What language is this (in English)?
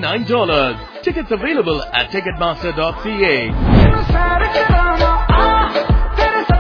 Punjabi